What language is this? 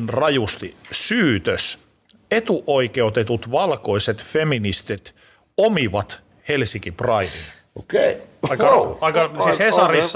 Finnish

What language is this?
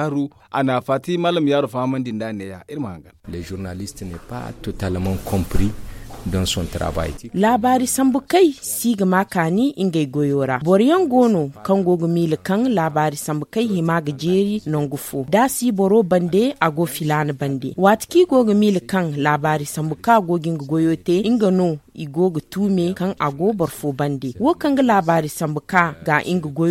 Zarma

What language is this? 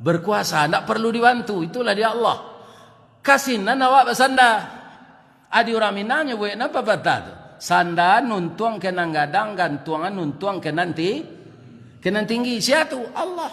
Minangkabau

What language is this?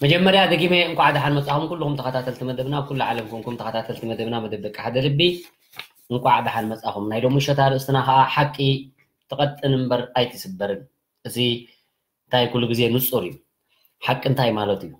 Tigrinya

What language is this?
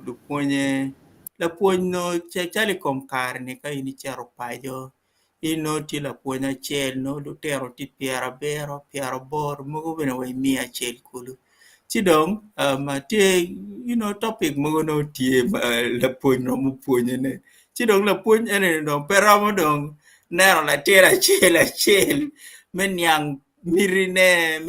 Acoli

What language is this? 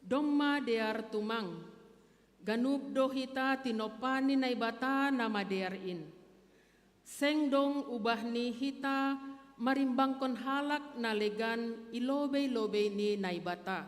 Batak Simalungun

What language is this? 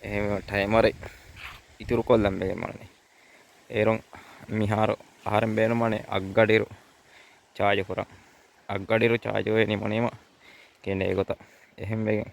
Divehi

